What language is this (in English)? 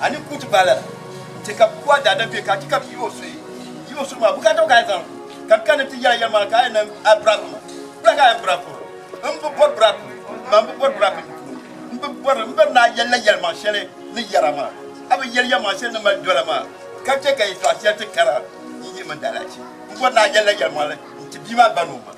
Dagbani